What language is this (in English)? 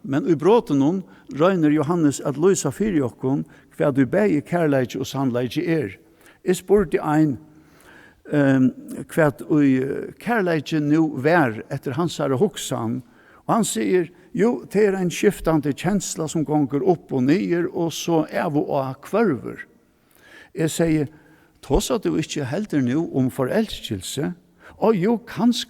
Faroese